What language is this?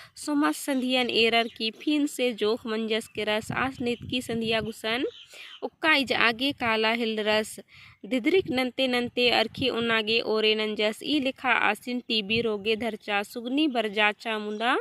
Kurukh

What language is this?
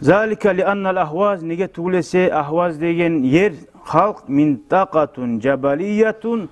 Kumyk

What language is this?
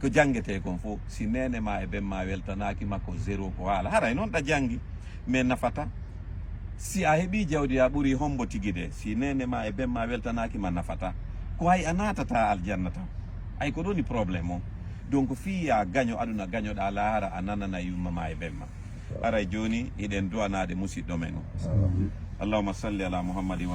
Fula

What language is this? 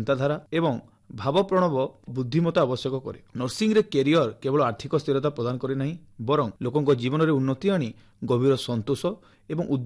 Odia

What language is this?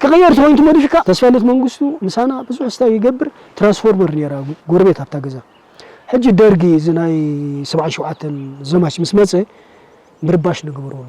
Tigrinya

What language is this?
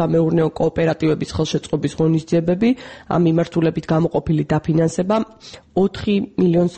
Georgian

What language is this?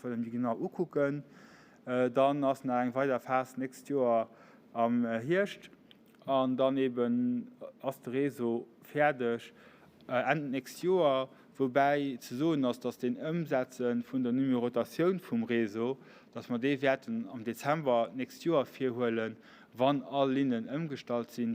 Luxembourgish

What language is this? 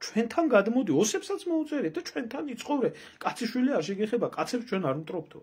Georgian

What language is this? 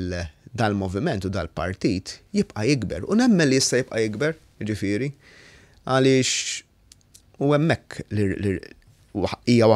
Maltese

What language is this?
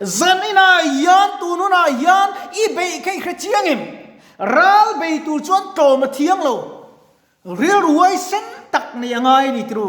Mizo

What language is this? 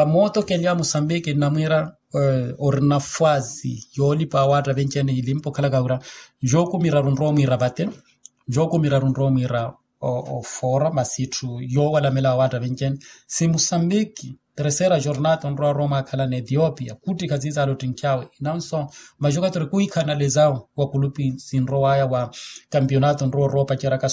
Makhuwa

